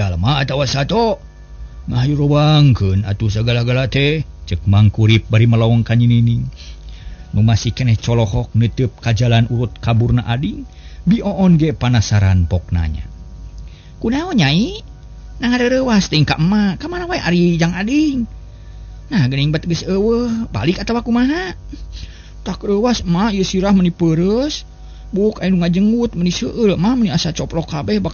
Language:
Sundanese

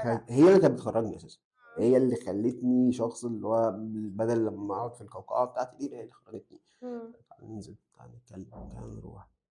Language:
Egyptian Arabic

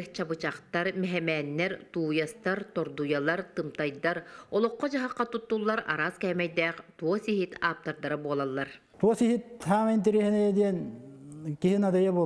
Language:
Yakut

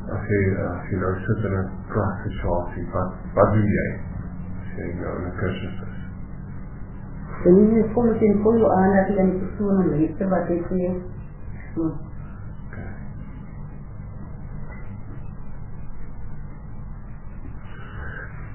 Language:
Afrikaans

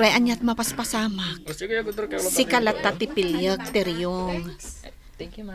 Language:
Iloko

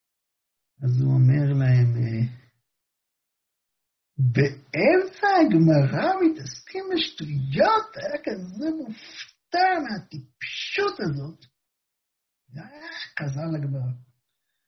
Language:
Hebrew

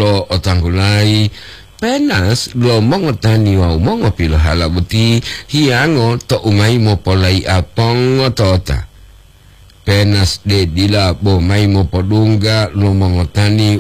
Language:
Gorontalo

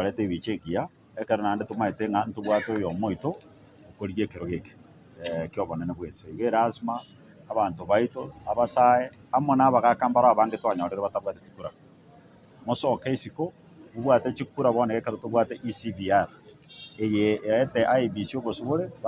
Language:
Gusii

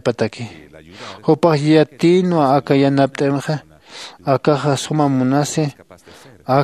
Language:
Aymara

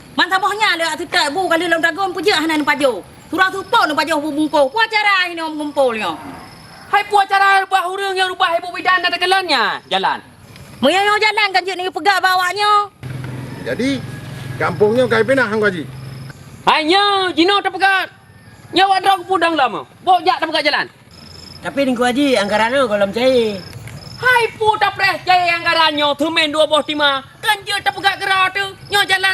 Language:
Achinese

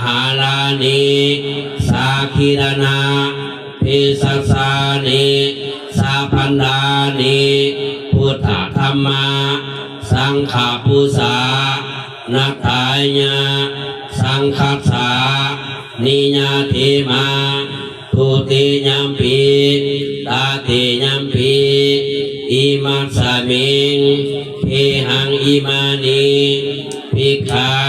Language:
Pali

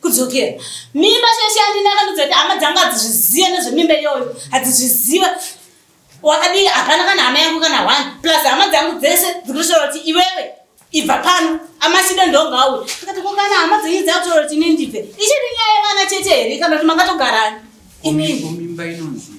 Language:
Shona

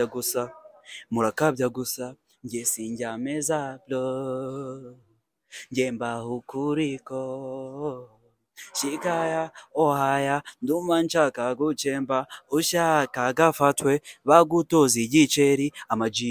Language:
Kinyarwanda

